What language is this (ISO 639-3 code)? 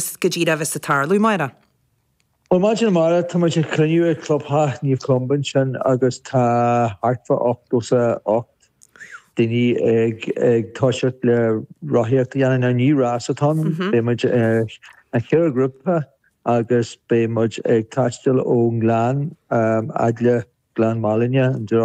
gle